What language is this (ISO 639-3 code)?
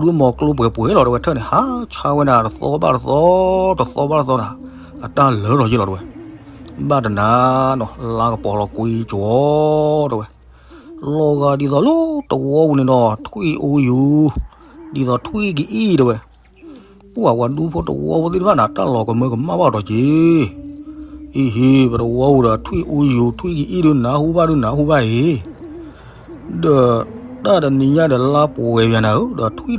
ksw